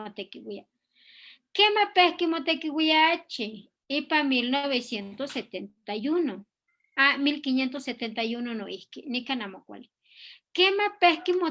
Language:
Eastern Huasteca Nahuatl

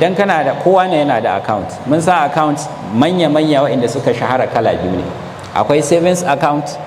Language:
Hausa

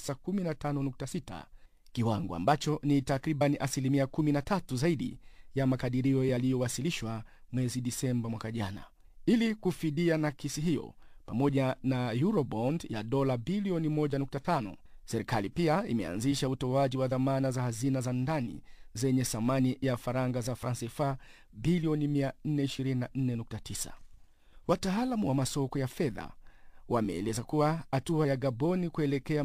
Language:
Swahili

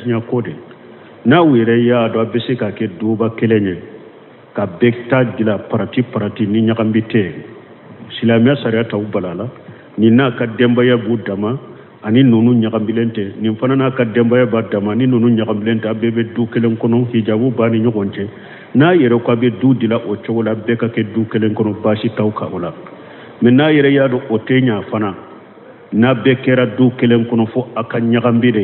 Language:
Bambara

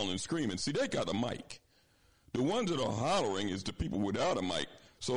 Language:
English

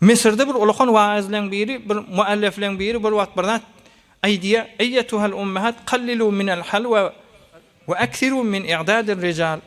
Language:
Turkmen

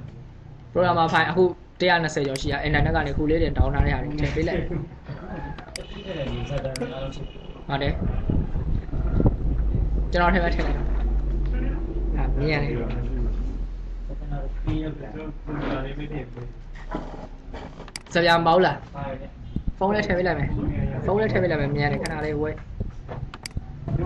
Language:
Burmese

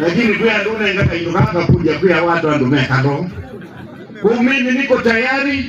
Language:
Kamba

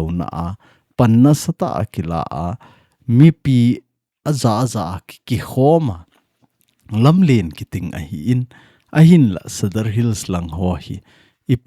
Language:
Thado Chin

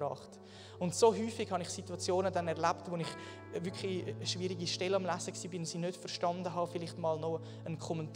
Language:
Swiss German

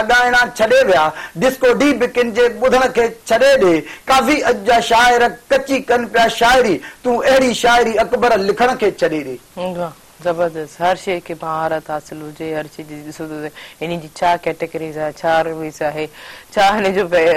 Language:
Sindhi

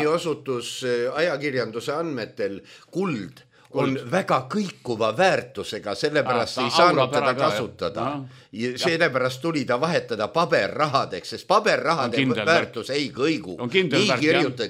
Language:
Estonian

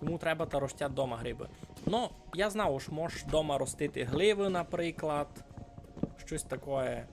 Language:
Rusyn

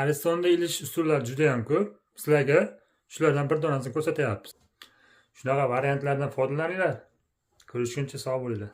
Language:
Uzbek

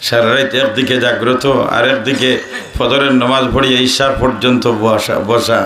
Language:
Sylheti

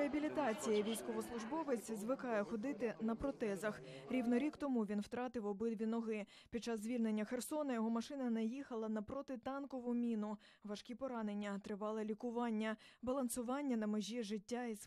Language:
Ukrainian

